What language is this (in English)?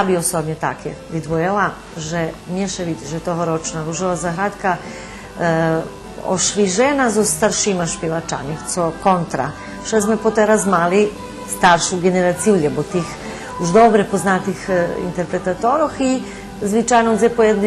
Rusyn